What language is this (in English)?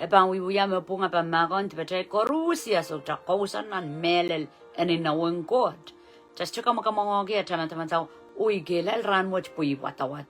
Pohnpeian